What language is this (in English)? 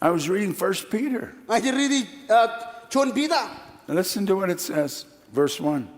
Marshallese